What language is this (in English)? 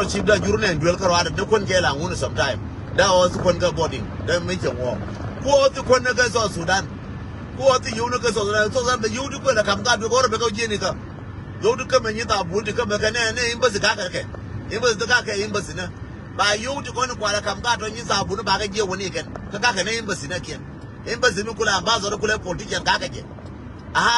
Nuer